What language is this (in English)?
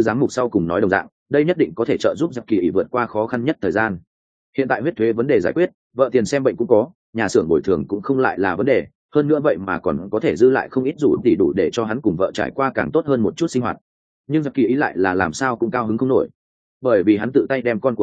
Vietnamese